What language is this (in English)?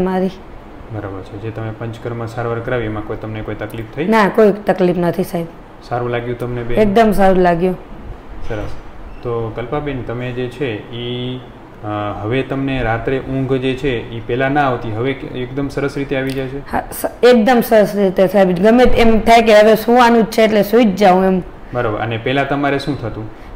Gujarati